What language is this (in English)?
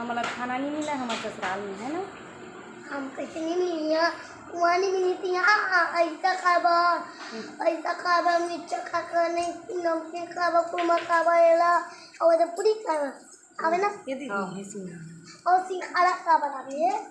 Chhattisgarhi